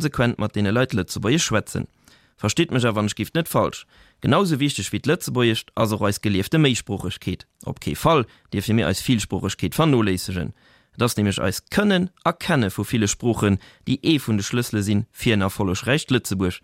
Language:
Luxembourgish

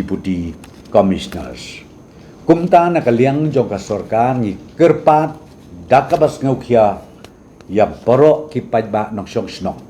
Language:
Khasi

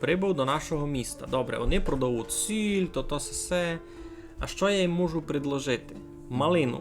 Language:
Rusyn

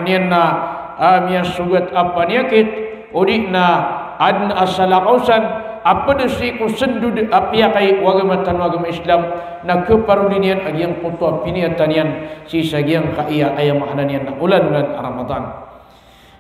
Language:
Maranao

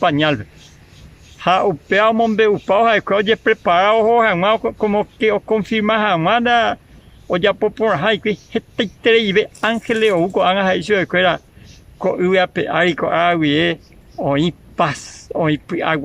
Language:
Guarani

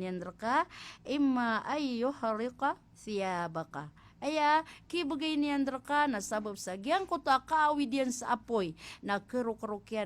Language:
Maranao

